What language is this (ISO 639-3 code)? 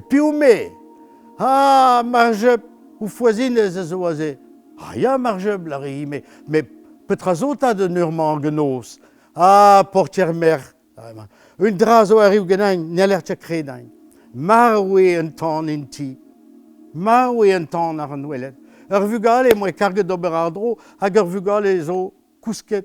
bre